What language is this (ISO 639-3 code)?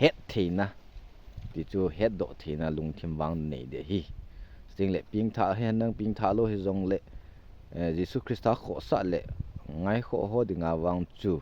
tcz